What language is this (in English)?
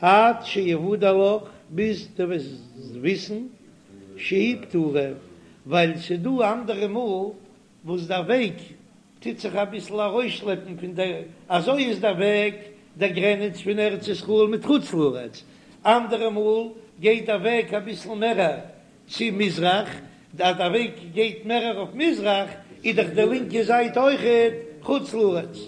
Yiddish